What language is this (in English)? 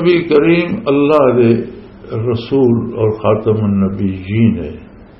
Western Panjabi